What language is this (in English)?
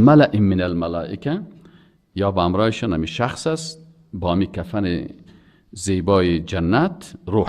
Persian